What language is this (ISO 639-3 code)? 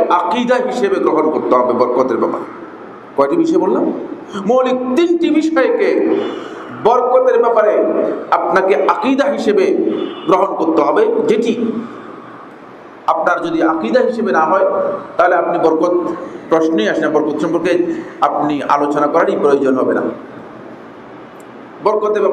ben